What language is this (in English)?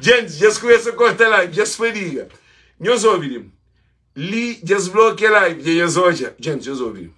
Kabuverdianu